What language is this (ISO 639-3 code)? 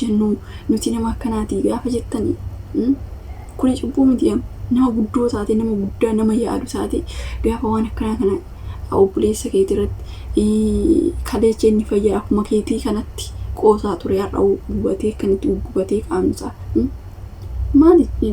orm